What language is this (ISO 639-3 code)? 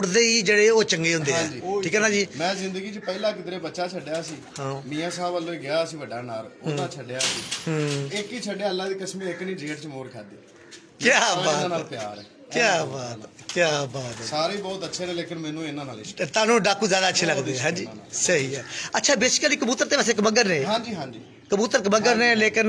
pan